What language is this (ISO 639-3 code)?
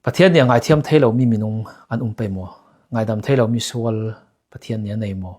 cfm